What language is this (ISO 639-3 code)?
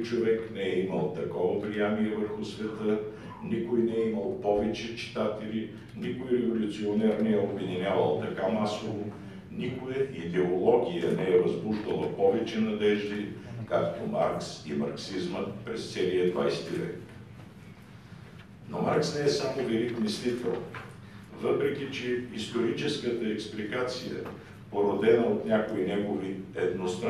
bul